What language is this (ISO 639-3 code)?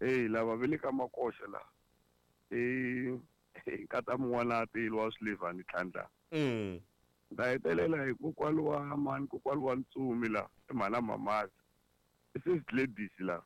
tso